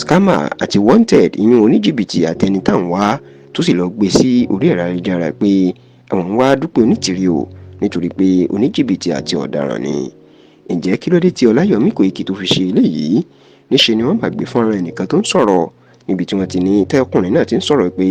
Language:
Yoruba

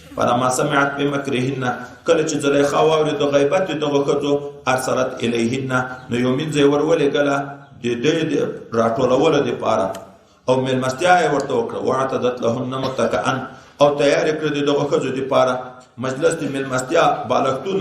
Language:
Pashto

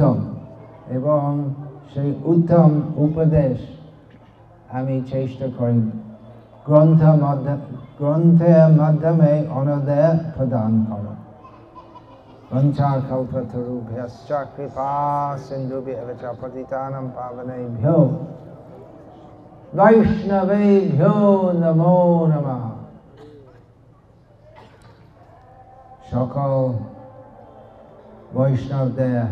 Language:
Bangla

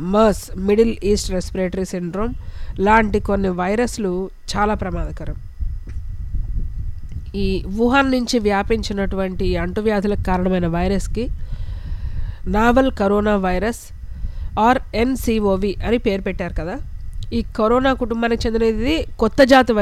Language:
Telugu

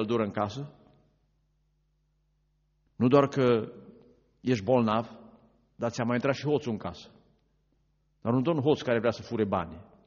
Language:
Romanian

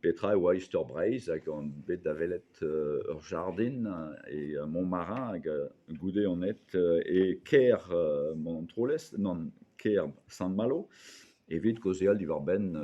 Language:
Breton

